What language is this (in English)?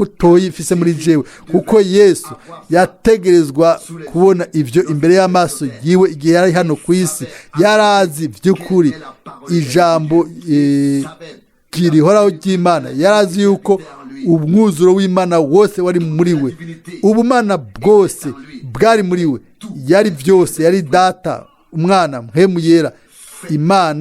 Rundi